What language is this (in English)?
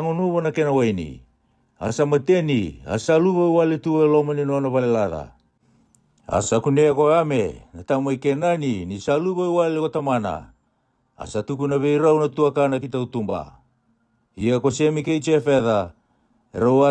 Fijian